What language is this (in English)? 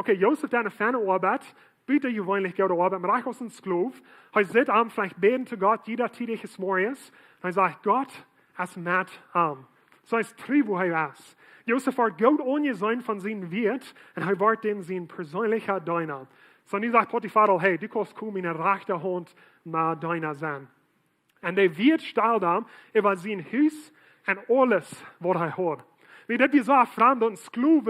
Plautdietsch